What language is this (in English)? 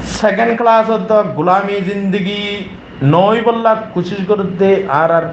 Rohingya